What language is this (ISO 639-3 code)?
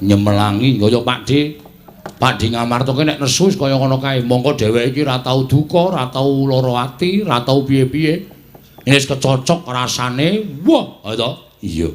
jav